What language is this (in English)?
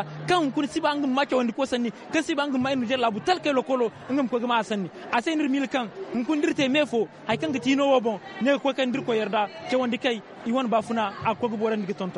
Zarma